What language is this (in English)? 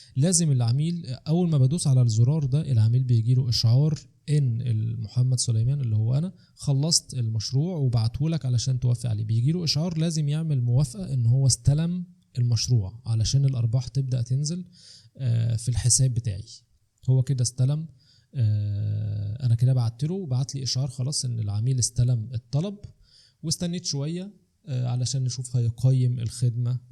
Egyptian Arabic